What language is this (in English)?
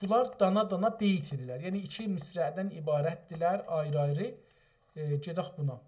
South Azerbaijani